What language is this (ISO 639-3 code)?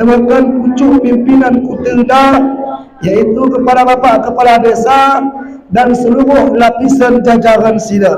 btz